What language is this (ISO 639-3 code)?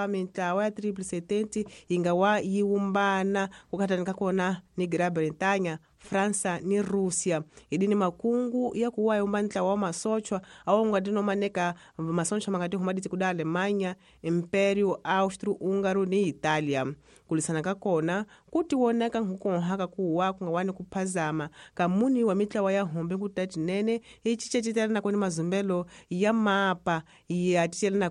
tso